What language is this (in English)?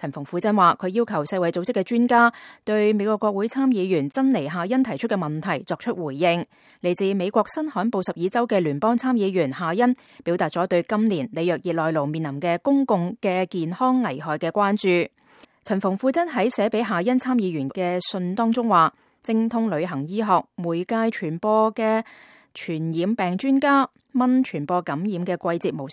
Cantonese